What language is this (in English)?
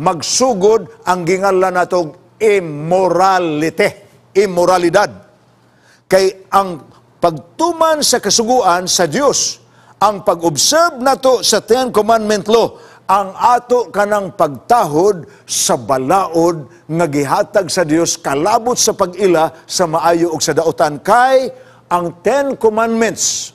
Cebuano